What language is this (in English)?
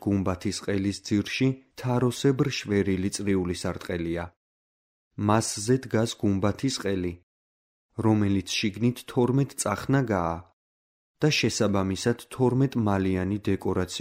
Georgian